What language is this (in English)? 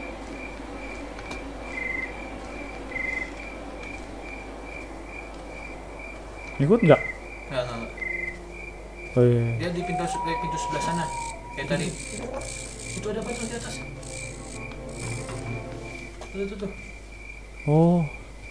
Indonesian